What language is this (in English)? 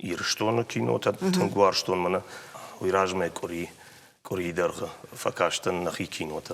Ossetic